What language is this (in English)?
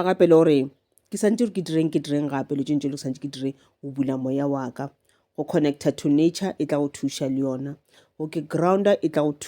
Northern Sotho